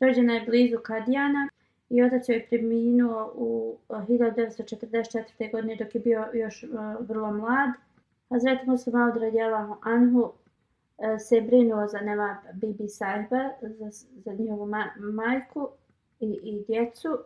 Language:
Bosnian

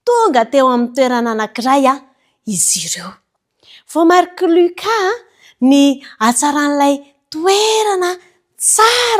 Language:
Malagasy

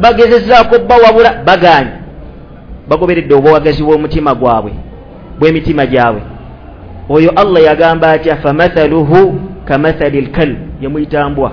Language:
Ganda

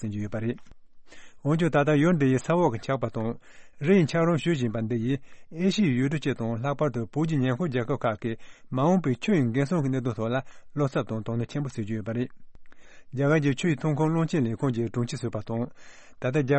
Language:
Tibetan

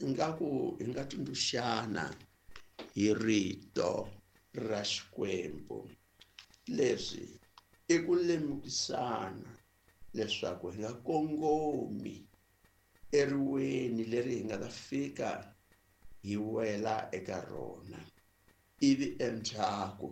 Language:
Tsonga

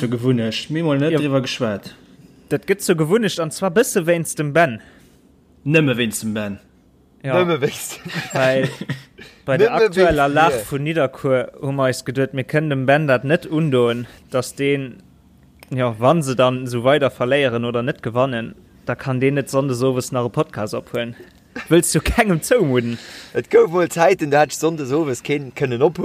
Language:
Luxembourgish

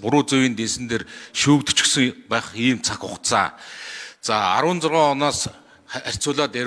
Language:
Mongolian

